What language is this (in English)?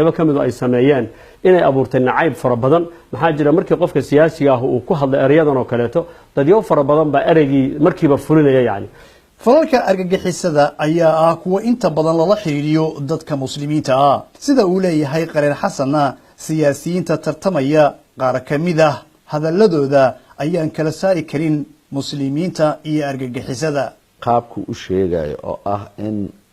Somali